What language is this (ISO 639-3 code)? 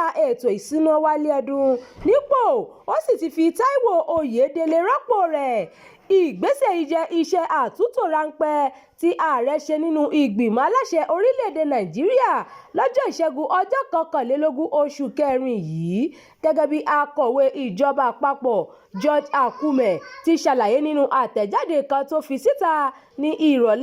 yor